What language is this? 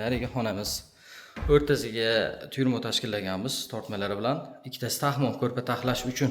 Uzbek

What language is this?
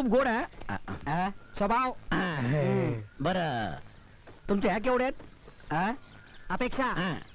Marathi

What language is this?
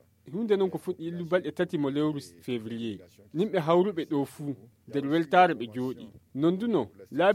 Nigerian Fulfulde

